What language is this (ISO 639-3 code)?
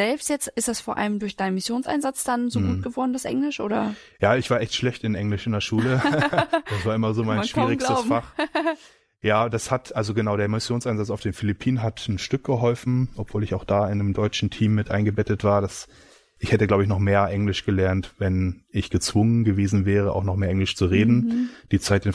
deu